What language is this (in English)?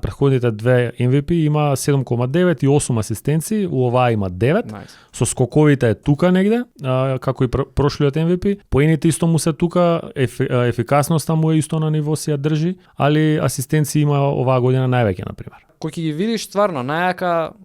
Macedonian